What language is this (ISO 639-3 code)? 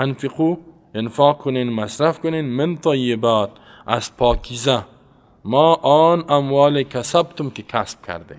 fas